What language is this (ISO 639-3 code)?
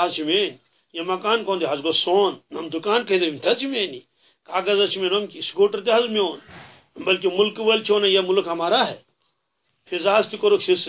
kas